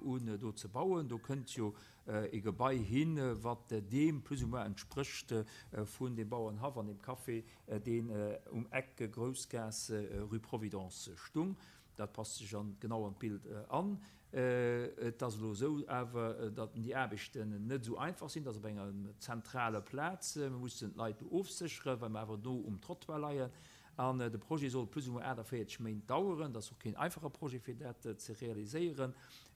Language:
Luxembourgish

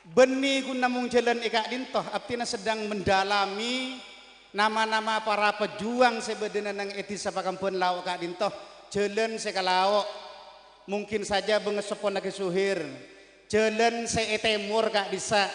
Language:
Madurese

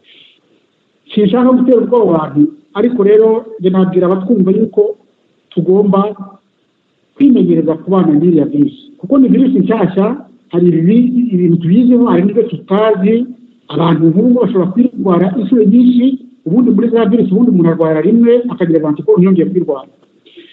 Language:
Kinyarwanda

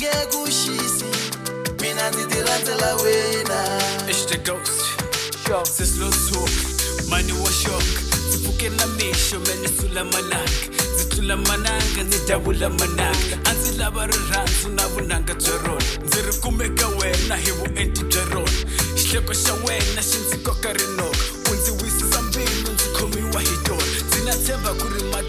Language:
Tsonga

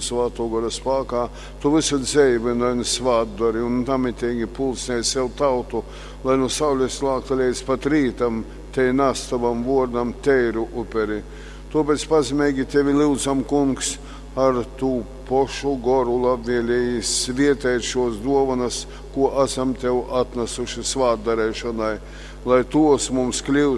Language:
Latgalian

